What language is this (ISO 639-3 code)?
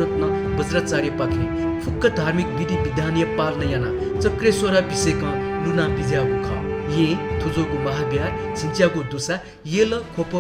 new